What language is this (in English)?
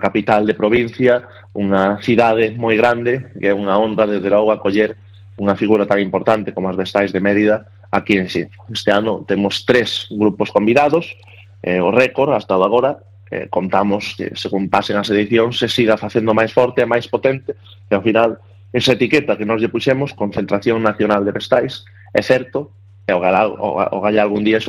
Galician